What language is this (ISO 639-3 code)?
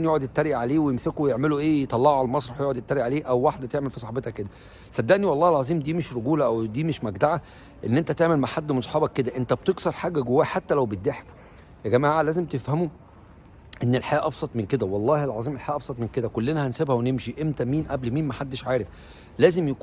arz